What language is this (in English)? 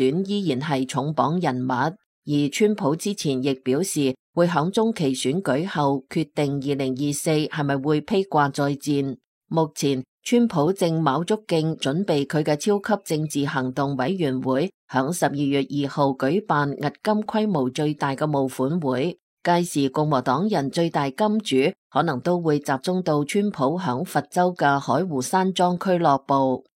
Cantonese